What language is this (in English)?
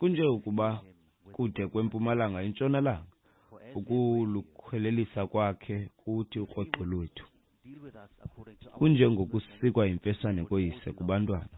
Xhosa